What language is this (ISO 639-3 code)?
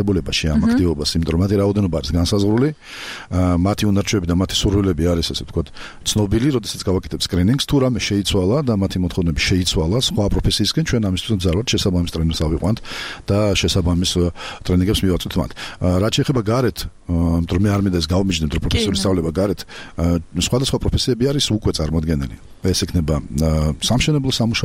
kat